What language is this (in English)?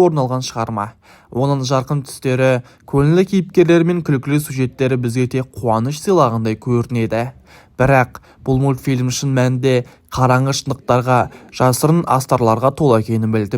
Kazakh